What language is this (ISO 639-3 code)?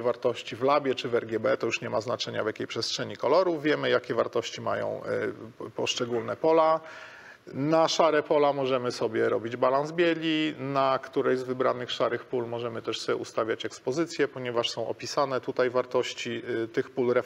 pol